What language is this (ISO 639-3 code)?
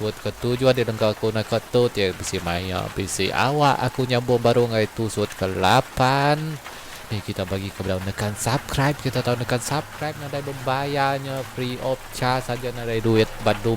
iba